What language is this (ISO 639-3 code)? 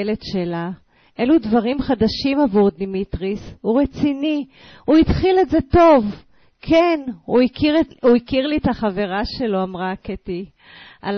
heb